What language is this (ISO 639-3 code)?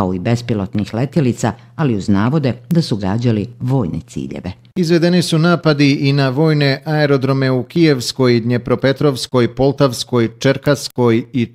bos